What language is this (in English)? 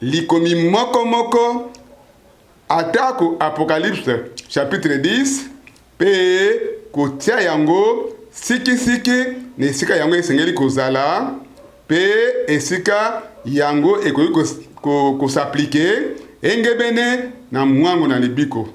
Lingala